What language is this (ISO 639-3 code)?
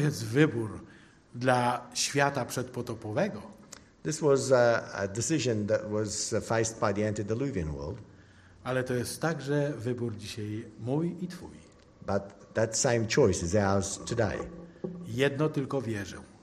pol